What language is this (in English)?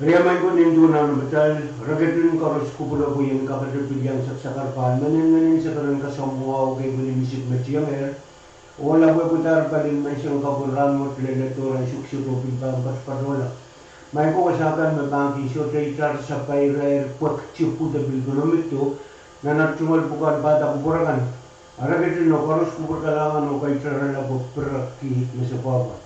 Pohnpeian